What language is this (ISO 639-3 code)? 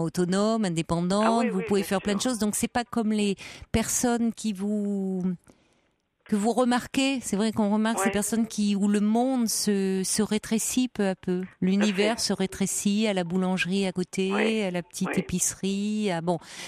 fra